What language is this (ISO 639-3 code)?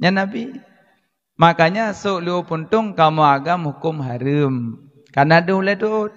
ace